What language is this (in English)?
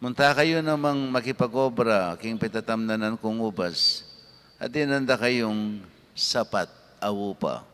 Pampanga